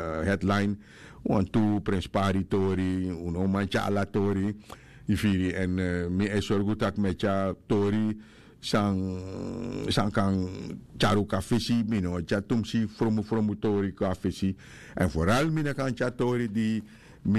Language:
Sranan Tongo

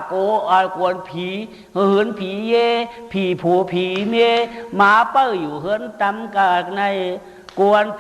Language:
Shan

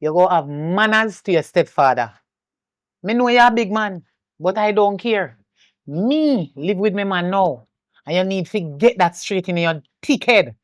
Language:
Jamaican Creole English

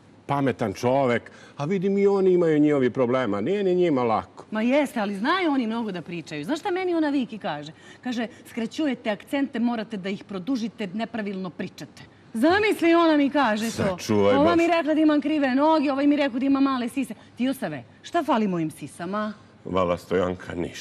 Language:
Serbian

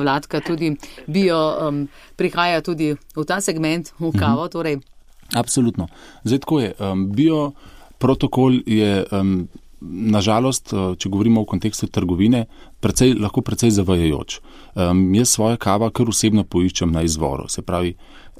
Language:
Slovenian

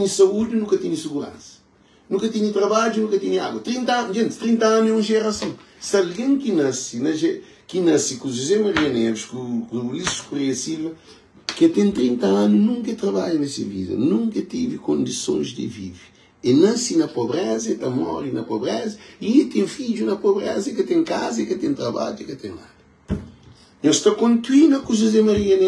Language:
Kabuverdianu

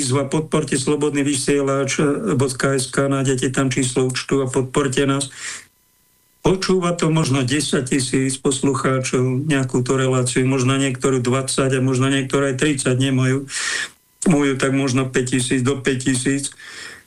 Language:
Slovak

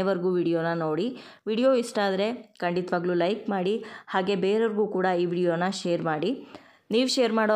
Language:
Kannada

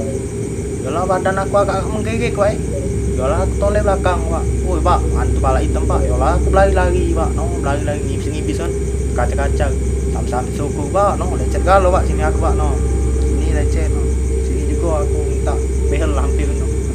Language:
Musi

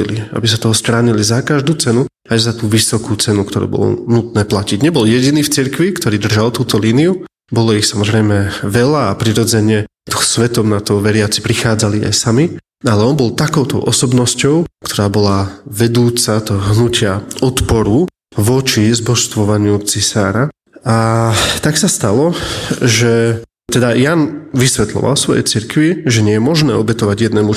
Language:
Slovak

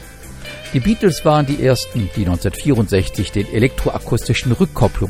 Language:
German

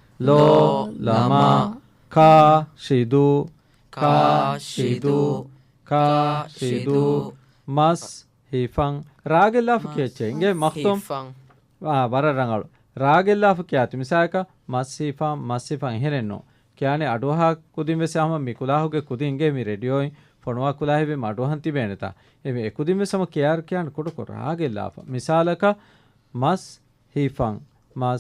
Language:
Divehi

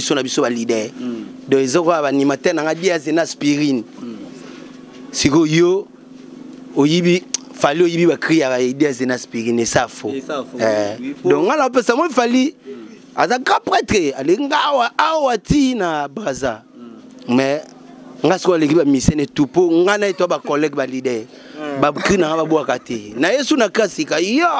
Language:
Lingala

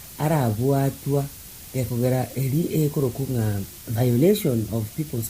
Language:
Gusii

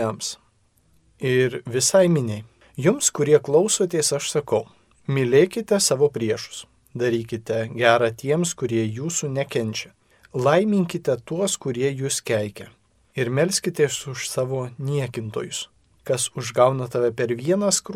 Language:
Lithuanian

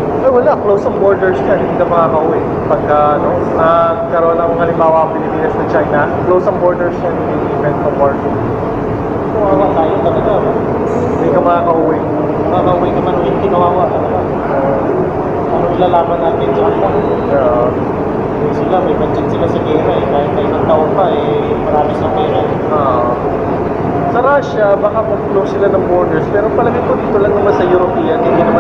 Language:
Filipino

